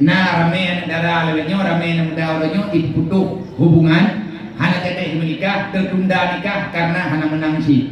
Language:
Achinese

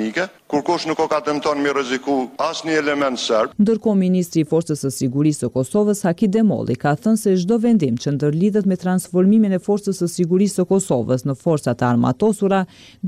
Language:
Albanian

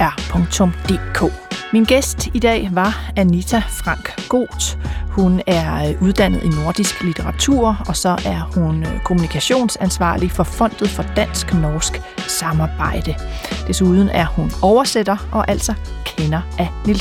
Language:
Danish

